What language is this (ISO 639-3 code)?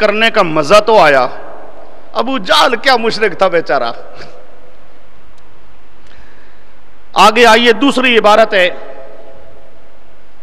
urd